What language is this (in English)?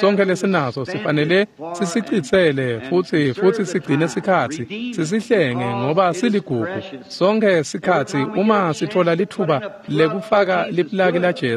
Swati